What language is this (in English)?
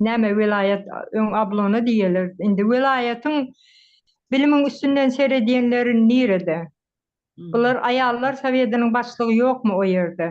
Turkmen